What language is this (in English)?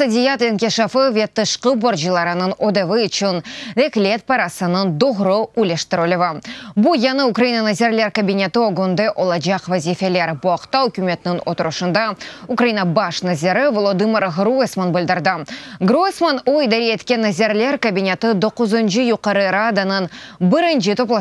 Crimean Tatar